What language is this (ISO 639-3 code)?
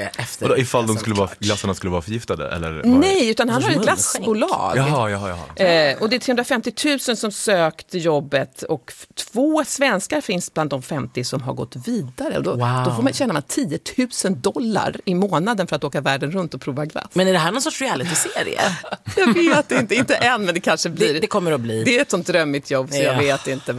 swe